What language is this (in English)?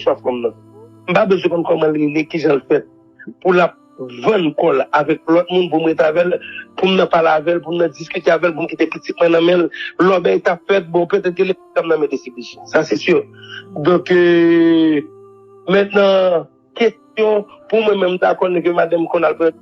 Haitian Creole